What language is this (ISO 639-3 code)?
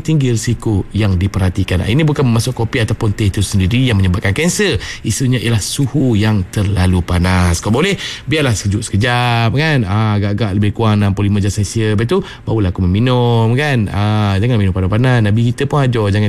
msa